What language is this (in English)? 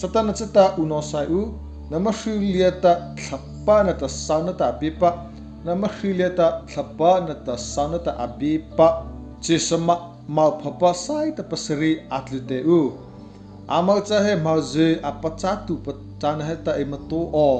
Mara Chin